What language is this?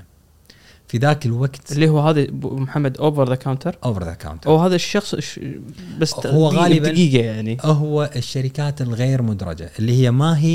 Gulf Arabic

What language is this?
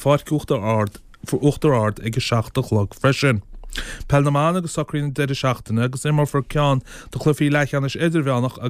Irish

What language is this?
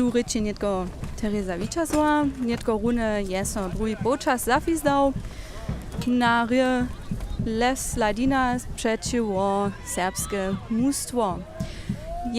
Upper Sorbian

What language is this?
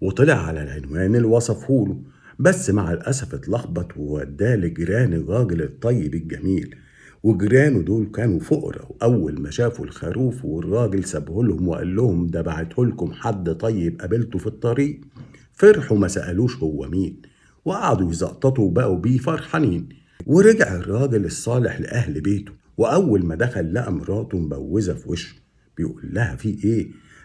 Egyptian Arabic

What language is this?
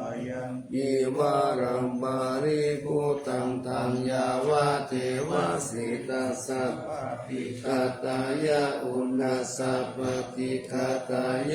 Pali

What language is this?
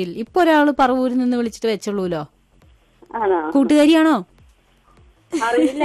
Malayalam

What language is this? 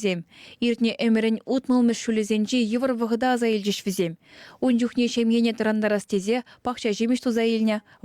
Chuvash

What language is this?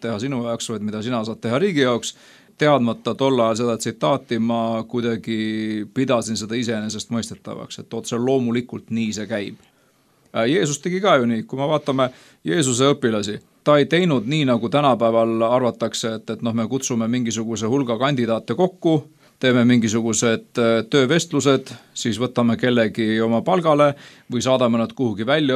Estonian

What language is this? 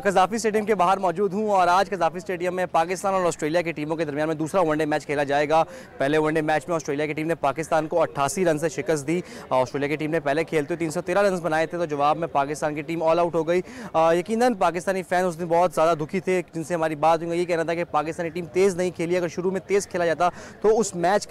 Urdu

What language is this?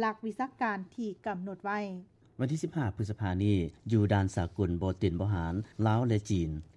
Lao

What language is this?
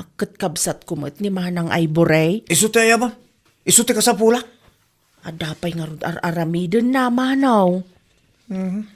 Iloko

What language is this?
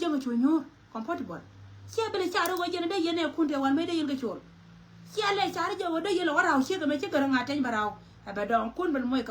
Nuer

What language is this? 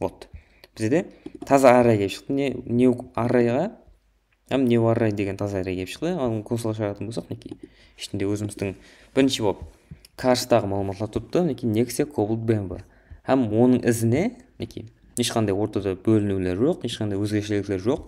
Kara-Kalpak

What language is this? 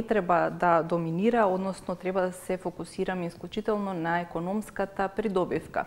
Macedonian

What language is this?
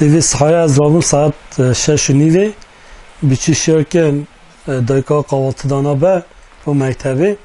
Kurdish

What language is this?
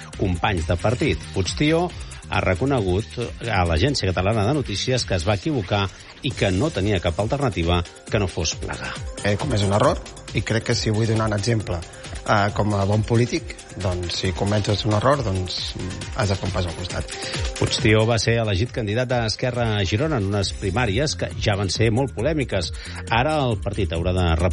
Catalan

